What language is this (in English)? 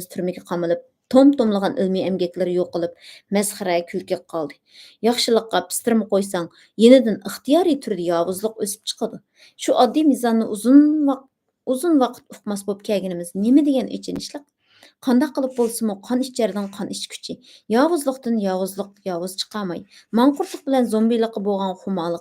Uyghur